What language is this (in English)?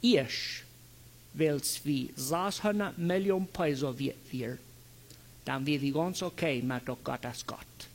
Plautdietsch